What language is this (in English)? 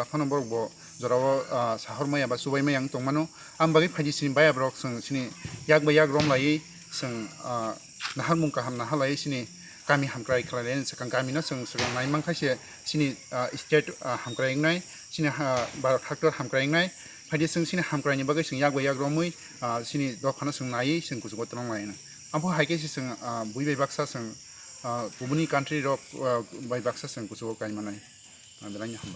Kok Borok